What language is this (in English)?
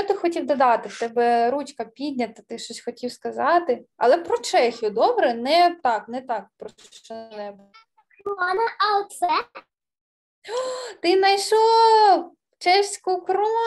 Ukrainian